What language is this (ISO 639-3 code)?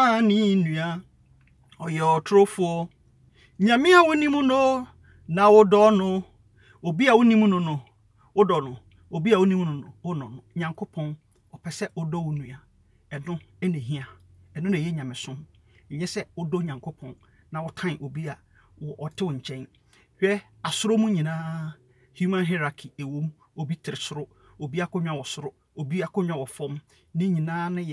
aka